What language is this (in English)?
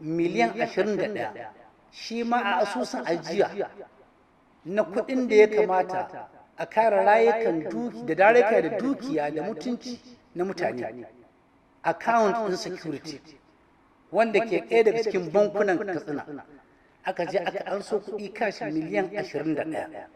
Hausa